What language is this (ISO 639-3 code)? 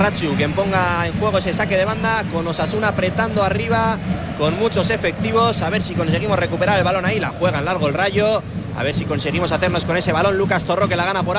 spa